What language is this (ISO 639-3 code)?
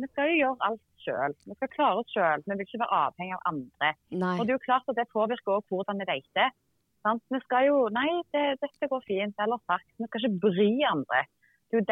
nor